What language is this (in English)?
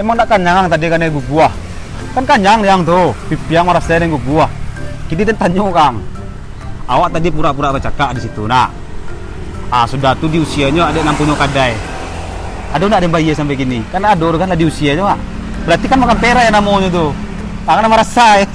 Minangkabau